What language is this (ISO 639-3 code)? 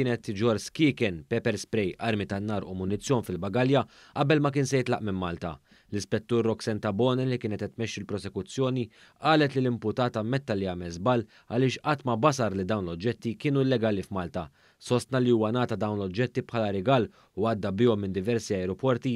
mlt